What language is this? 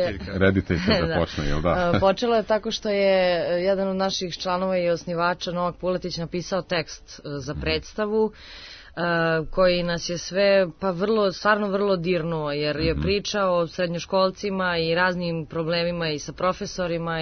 Serbian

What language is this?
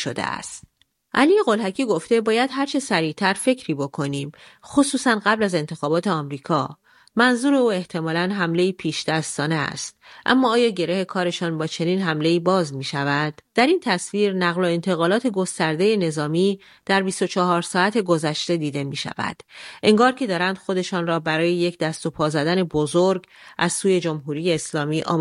Persian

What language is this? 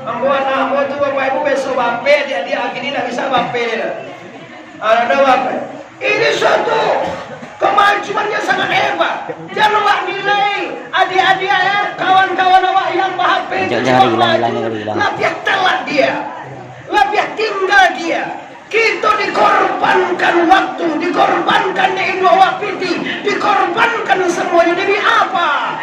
Minangkabau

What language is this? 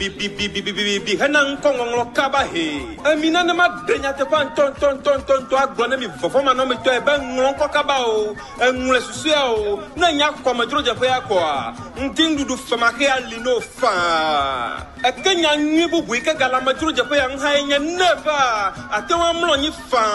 Ewe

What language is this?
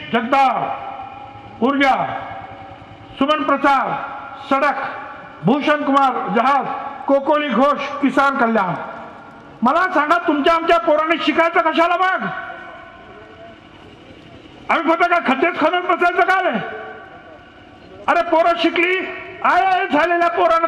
Marathi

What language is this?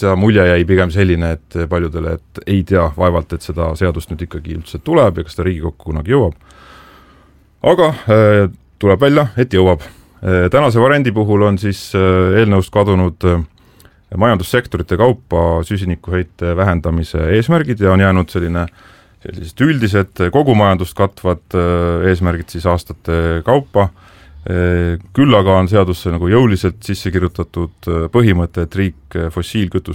Estonian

